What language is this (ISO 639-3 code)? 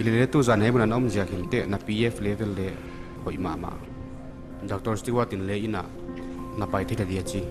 pck